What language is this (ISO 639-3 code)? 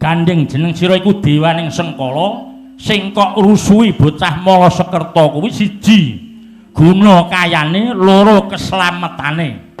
jav